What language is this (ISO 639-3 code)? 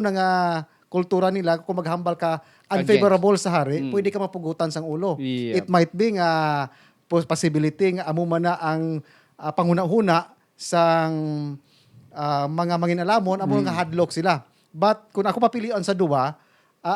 hil